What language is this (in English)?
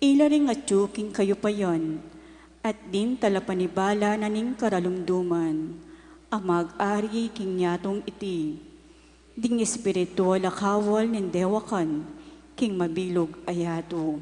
Pampanga